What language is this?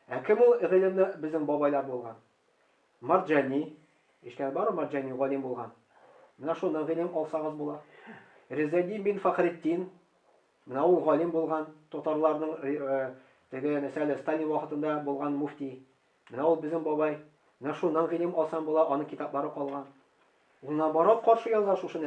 Tatar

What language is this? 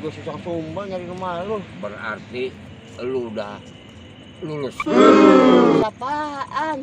Betawi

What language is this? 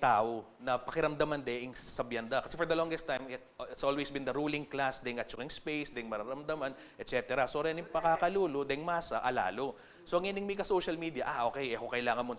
Pampanga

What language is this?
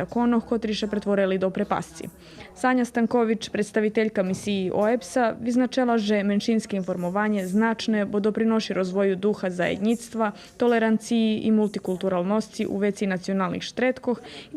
Rusyn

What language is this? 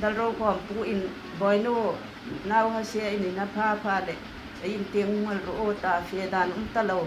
Hmar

